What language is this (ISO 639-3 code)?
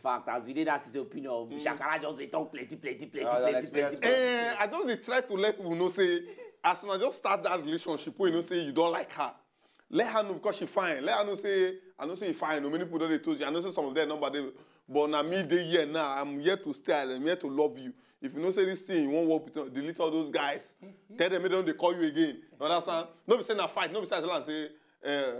pcm